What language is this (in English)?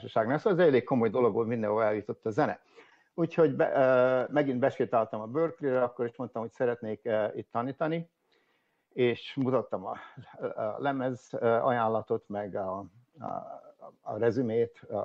Hungarian